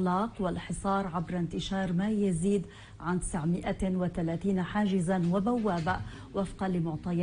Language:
Arabic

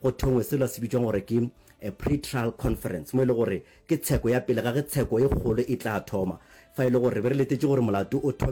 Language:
Northern Sotho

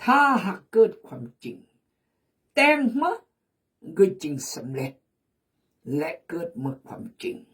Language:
Khmu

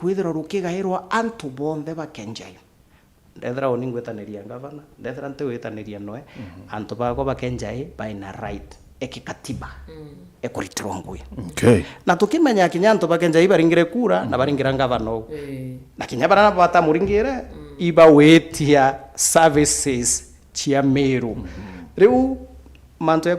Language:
Meru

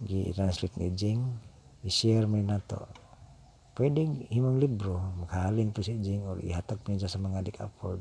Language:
Cebuano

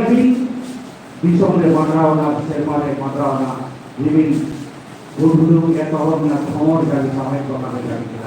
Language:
Santali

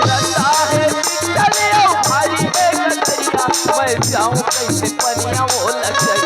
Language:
Chhattisgarhi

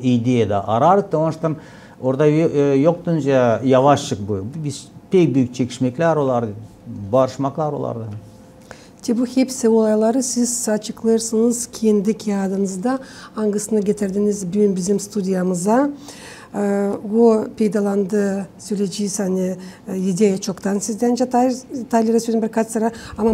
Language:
Gagauz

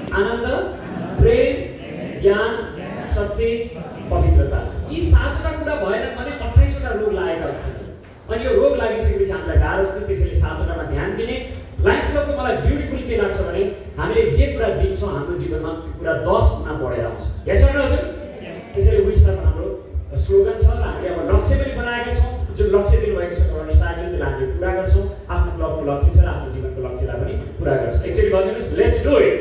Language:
Nepali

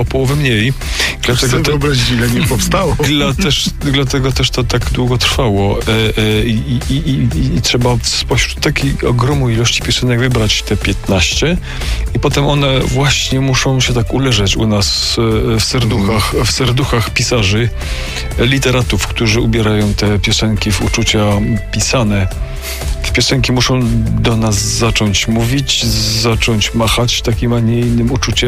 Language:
Polish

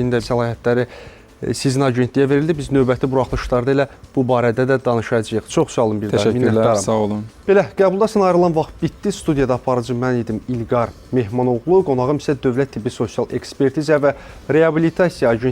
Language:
Azerbaijani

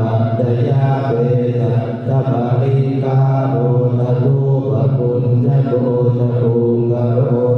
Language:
Pali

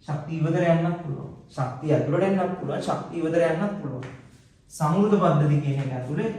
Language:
Sinhala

